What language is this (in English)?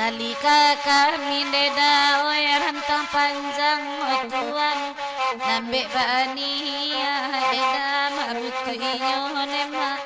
Minangkabau